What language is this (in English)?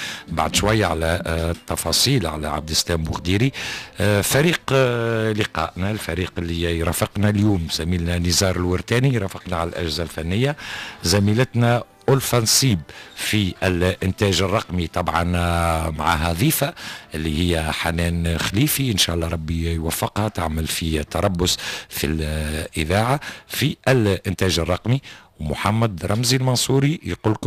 Tunisian Arabic